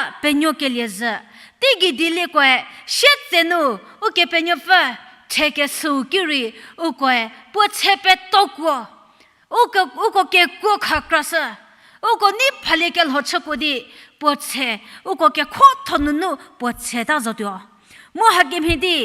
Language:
Angami Naga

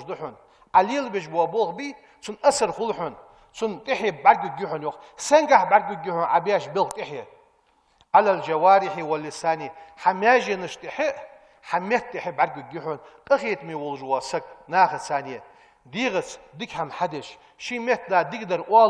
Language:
Ingush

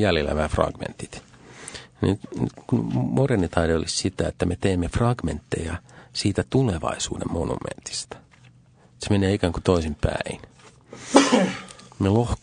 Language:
Finnish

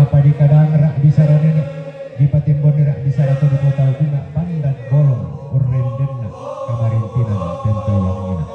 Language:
Toraja-Sa'dan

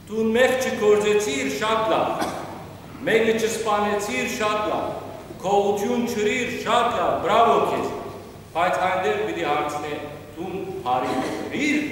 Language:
Western Armenian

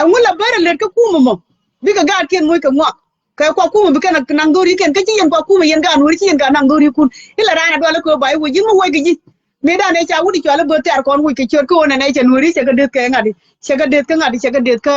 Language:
Nuer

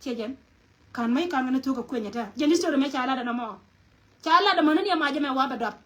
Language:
Nuer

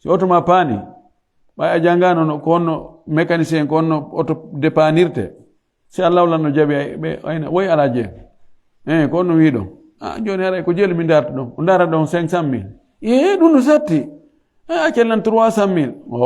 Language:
Fula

